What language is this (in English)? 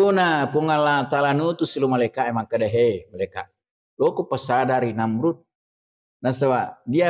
Buginese